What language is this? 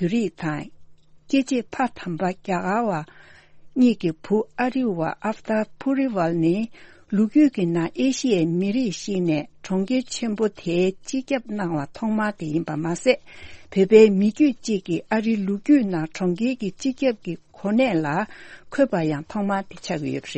Tibetan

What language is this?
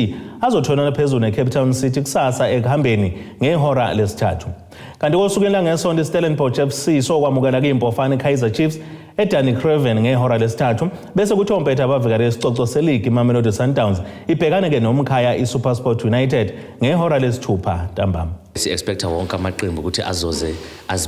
Zulu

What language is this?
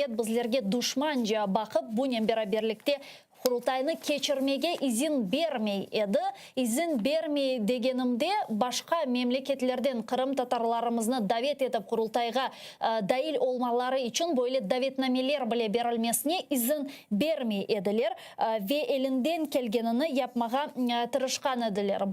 Crimean Tatar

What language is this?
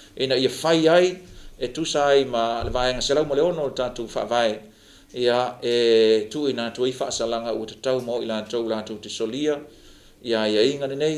Samoan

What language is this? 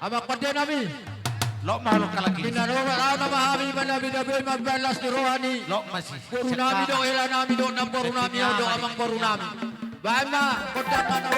Batak Toba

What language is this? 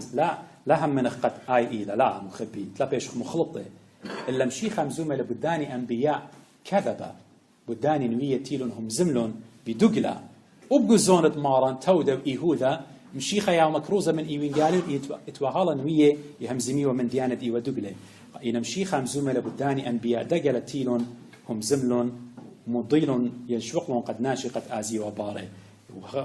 Assyrian Neo-Aramaic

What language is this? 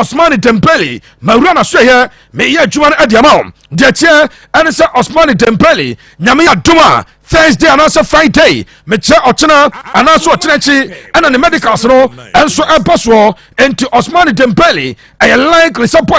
Akan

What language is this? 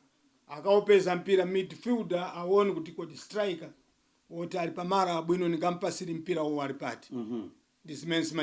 Nyanja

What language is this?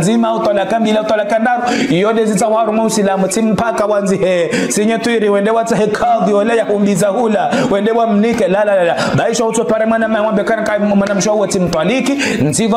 Ngazidja Comorian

